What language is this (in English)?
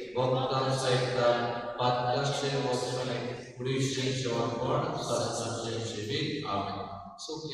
Konkani